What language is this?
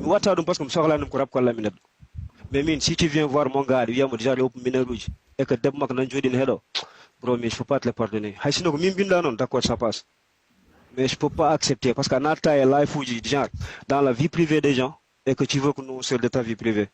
Fula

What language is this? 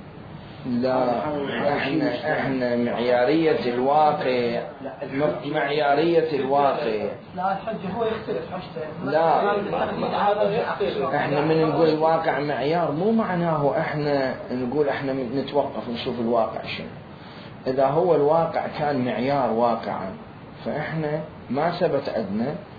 Mesopotamian Arabic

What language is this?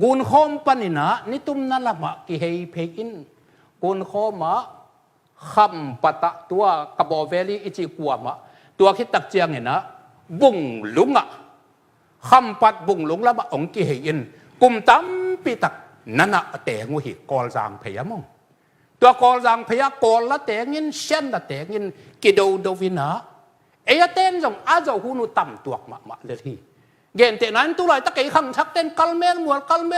Tedim Chin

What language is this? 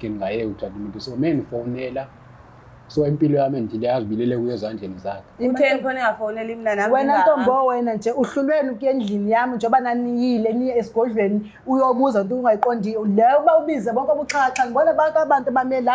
Zulu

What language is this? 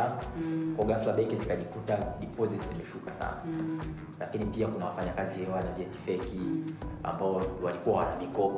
Swahili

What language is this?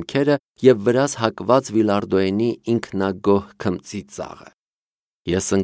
Armenian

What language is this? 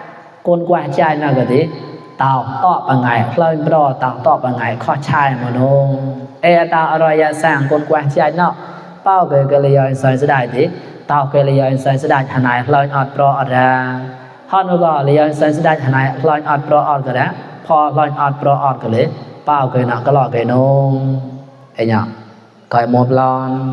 Mon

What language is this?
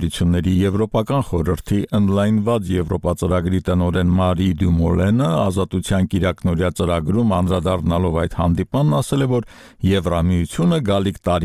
Armenian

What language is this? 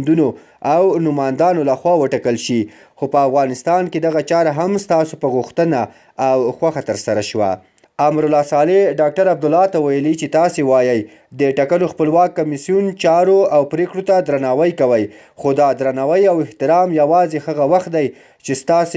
Pashto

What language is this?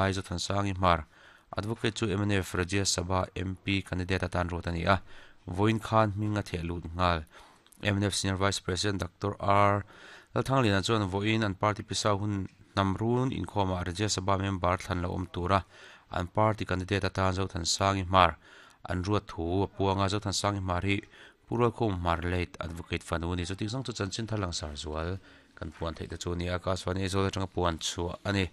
Mizo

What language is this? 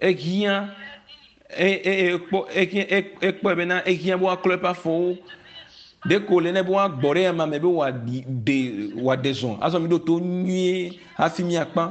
Ewe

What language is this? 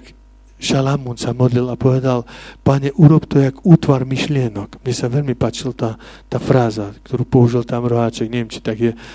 Slovak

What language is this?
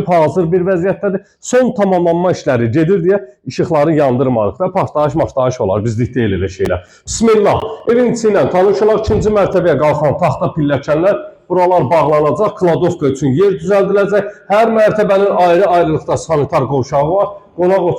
Azerbaijani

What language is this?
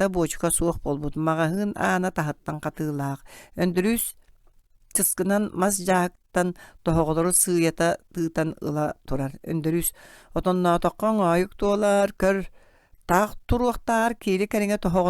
Yakut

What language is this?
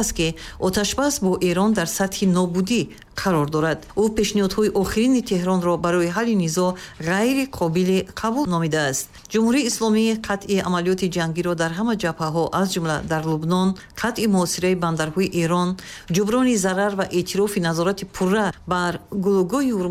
Tajik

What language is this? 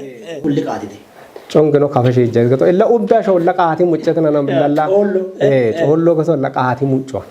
Kafa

